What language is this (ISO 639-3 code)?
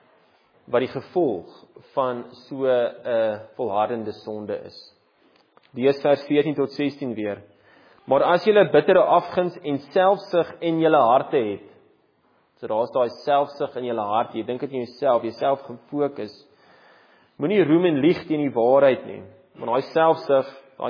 afr